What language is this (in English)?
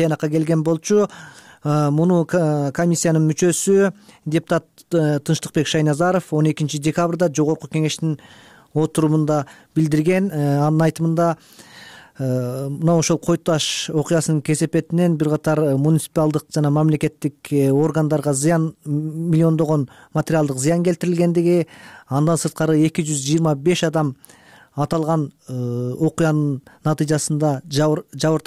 Kyrgyz